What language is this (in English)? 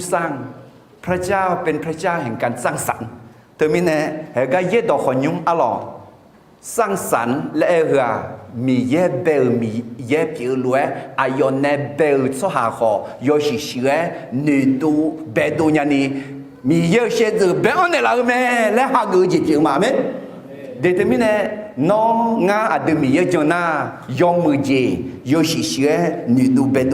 Akha